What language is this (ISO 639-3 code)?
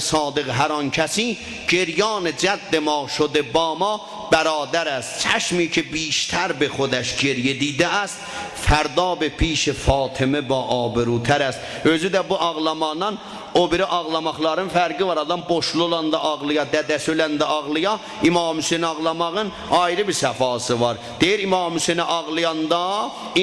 azb